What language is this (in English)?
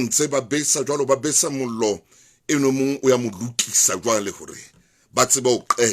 Southern Sotho